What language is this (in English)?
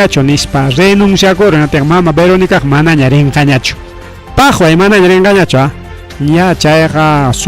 Ayacucho Quechua